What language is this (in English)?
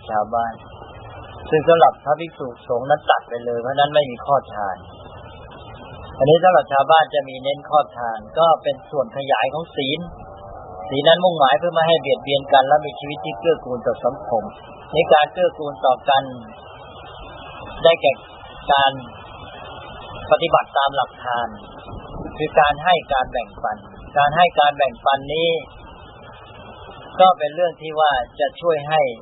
Thai